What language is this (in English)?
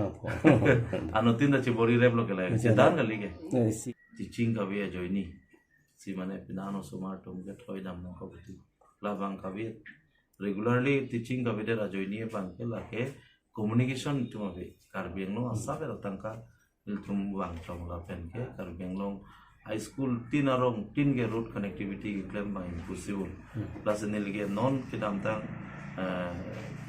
Karbi